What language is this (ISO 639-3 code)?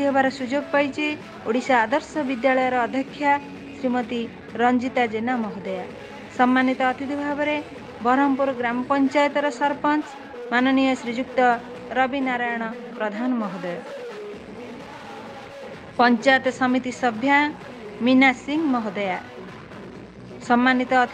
ori